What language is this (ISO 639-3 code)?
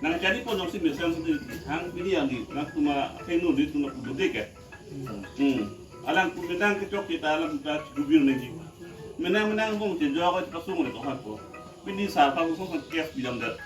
mjw